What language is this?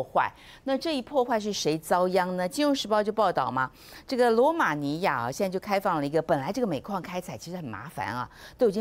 Chinese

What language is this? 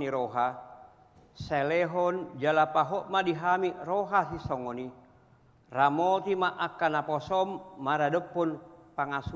Batak Toba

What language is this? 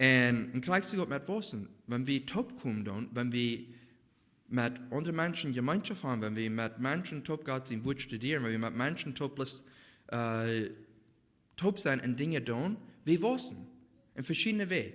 Plautdietsch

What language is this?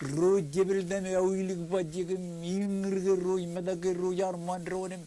Marshallese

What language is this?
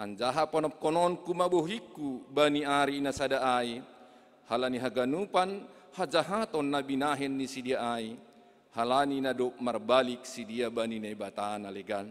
Batak Simalungun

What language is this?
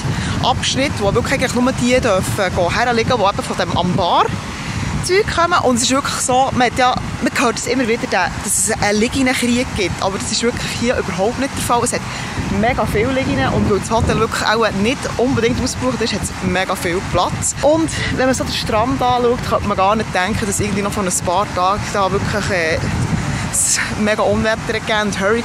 Swiss German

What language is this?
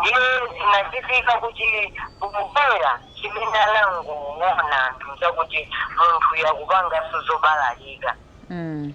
Nyanja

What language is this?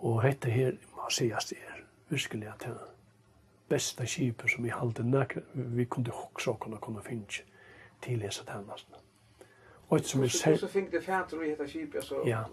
Faroese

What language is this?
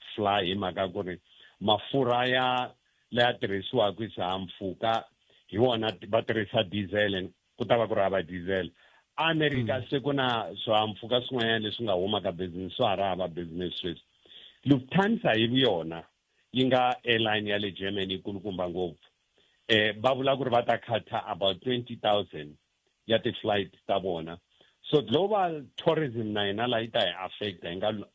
Tsonga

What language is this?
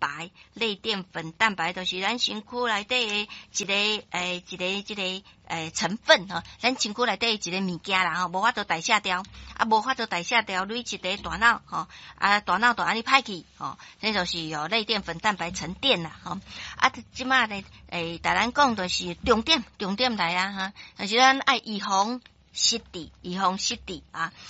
Min Nan Chinese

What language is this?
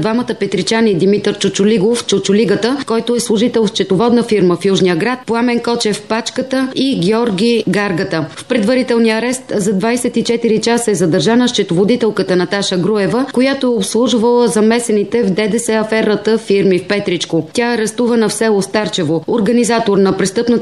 Bulgarian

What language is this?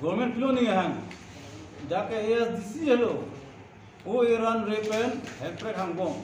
Karbi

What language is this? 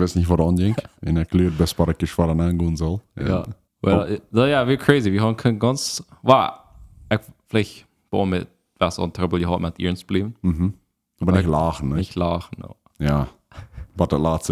Plautdietsch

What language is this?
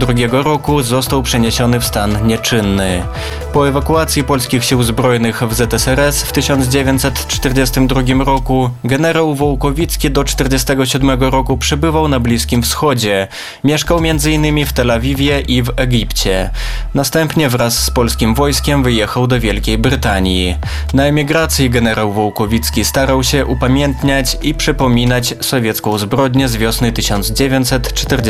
Polish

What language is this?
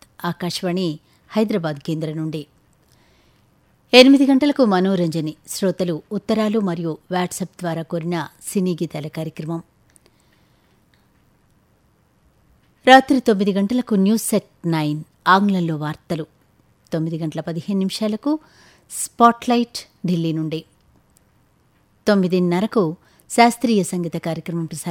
Telugu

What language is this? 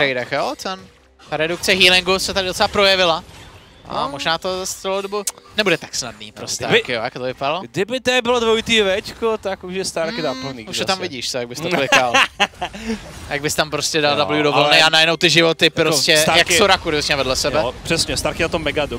Czech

